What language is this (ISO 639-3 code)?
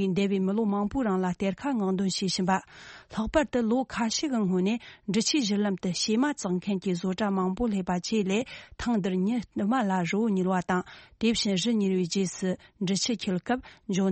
bod